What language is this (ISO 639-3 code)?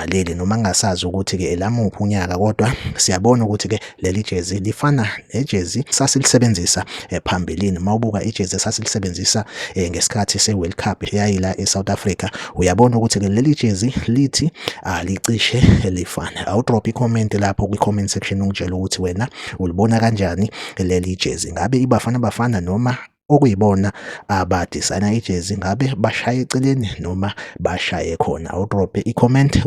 zul